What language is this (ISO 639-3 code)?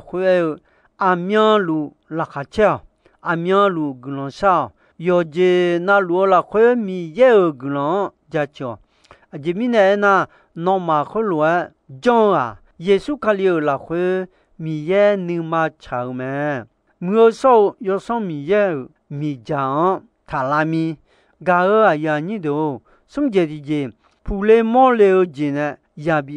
ahk